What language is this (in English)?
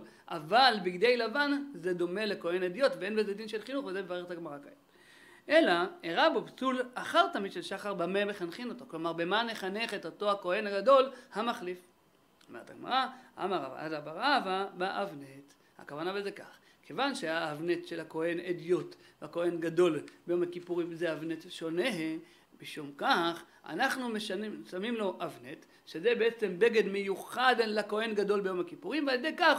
Hebrew